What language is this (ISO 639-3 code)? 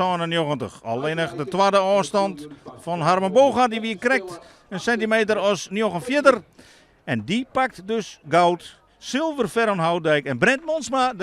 fry